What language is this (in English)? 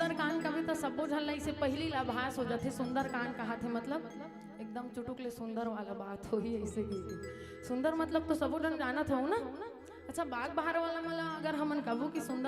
Chhattisgarhi